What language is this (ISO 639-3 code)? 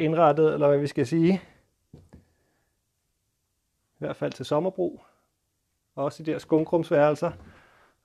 dan